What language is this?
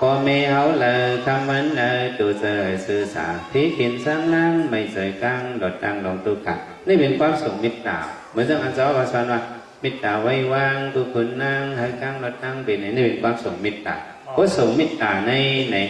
Shan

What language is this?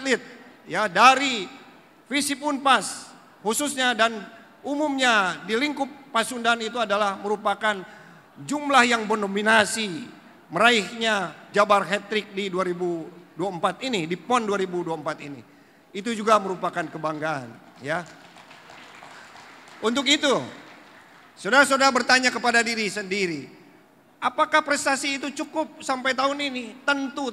Indonesian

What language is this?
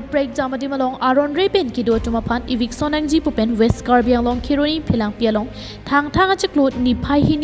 Karbi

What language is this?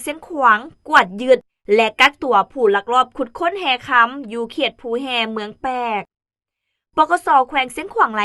Lao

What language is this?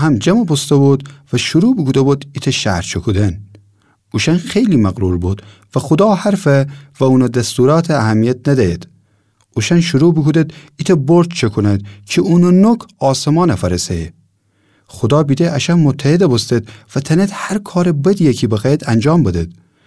Gilaki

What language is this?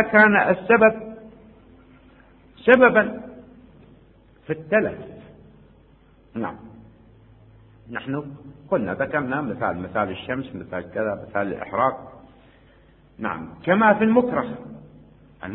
Arabic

